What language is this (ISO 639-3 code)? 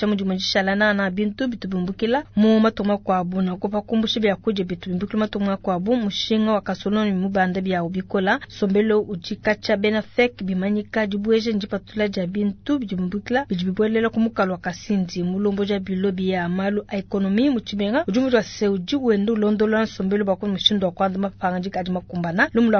lua